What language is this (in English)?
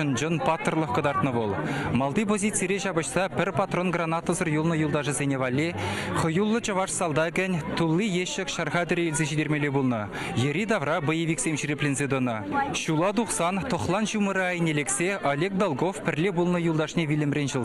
Chuvash